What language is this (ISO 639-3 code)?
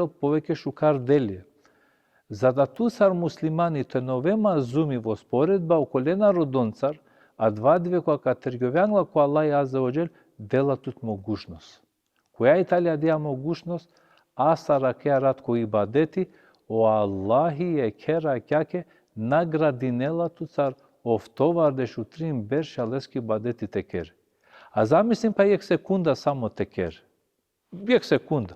rmn